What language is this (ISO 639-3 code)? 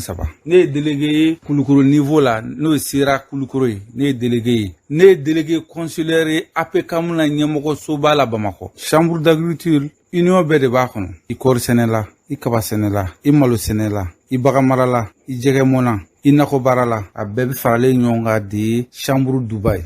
bam